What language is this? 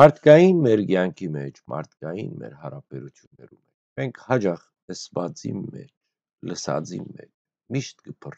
Western Armenian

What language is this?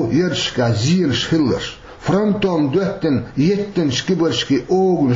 Chechen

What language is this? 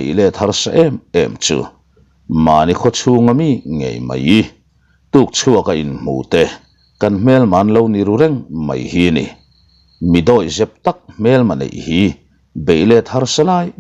Mizo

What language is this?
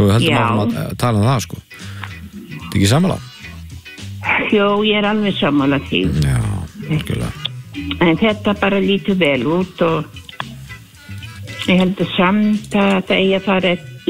Icelandic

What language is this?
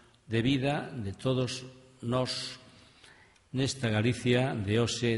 Galician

